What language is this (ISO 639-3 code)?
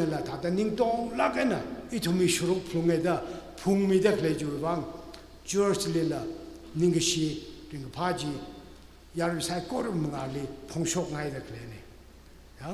nmf